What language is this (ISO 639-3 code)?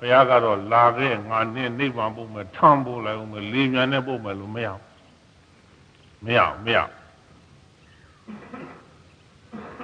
mya